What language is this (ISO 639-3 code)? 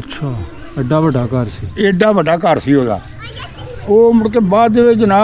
pan